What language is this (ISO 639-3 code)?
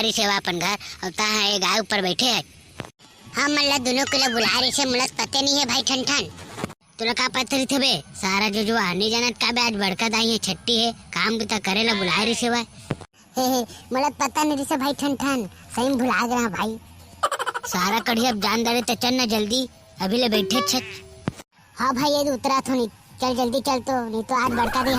hne